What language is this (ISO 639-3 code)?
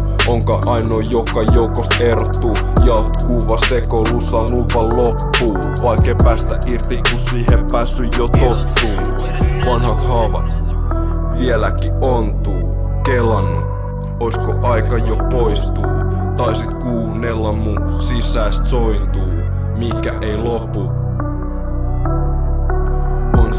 fin